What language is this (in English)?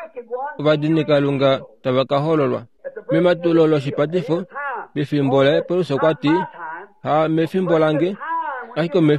Kuanyama